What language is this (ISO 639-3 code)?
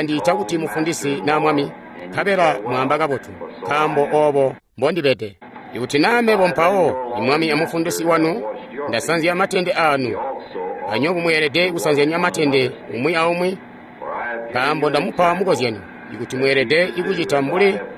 toi